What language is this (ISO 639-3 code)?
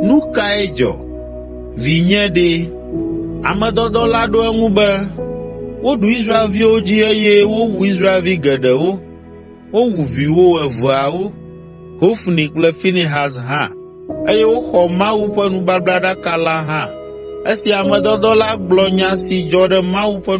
ewe